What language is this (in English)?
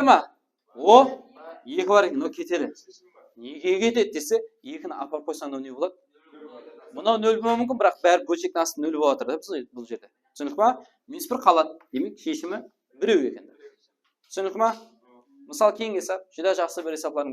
Kara-Kalpak